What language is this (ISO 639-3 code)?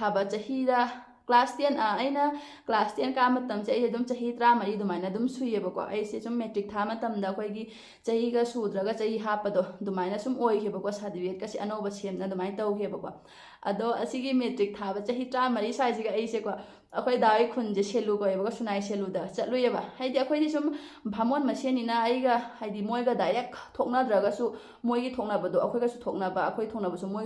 mni